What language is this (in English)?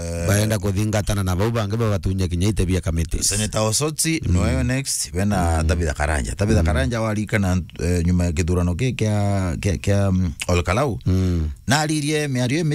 Meru